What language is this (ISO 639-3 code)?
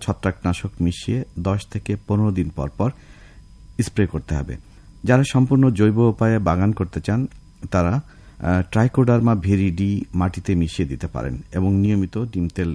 ben